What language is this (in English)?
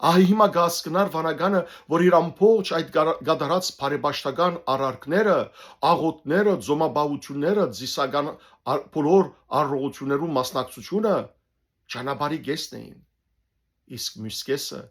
Western Armenian